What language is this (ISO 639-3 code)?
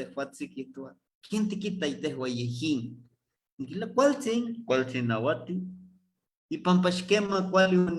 nhe